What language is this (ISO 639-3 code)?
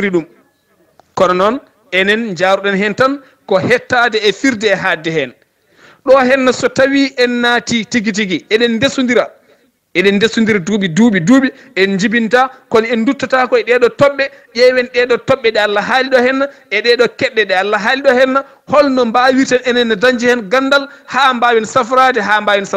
ful